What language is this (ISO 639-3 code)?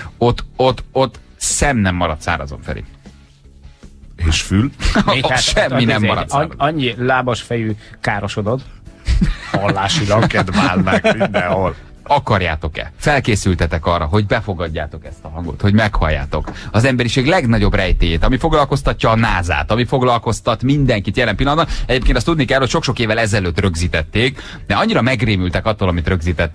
hun